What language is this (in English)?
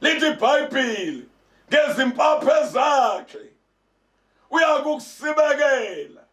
Zulu